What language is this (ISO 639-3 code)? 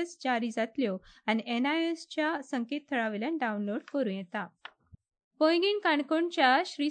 kok